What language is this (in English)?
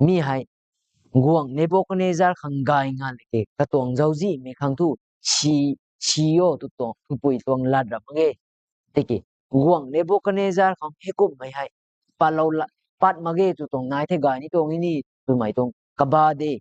Rongmei Naga